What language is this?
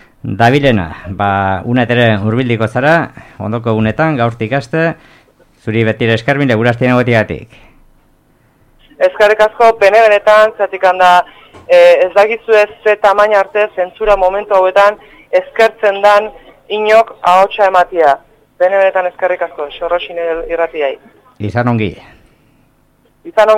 Basque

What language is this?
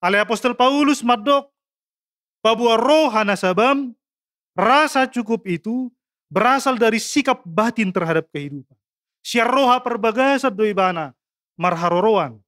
Batak Toba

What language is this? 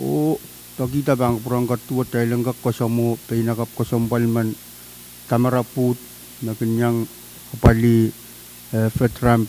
Pohnpeian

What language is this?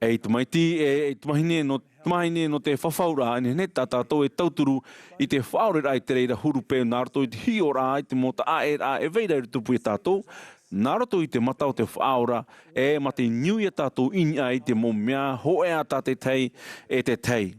Tahitian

